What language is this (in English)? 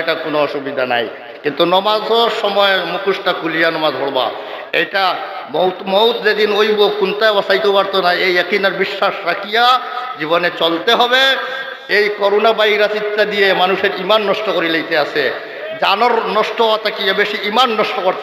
Sylheti